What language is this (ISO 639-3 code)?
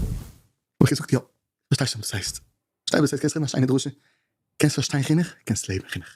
yid